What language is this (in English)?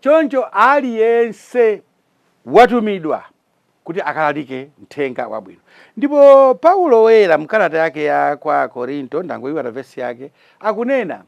Nyanja